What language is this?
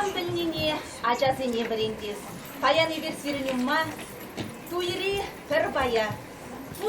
Chuvash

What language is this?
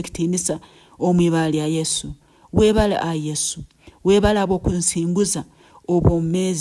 Nyankole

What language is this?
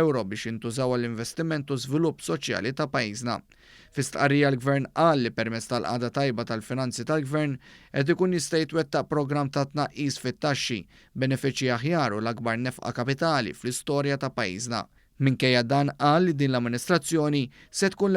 Maltese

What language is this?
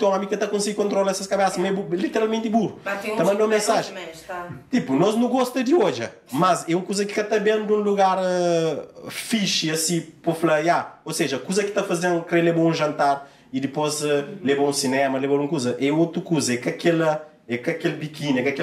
Kabuverdianu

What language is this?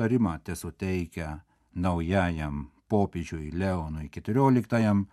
Lithuanian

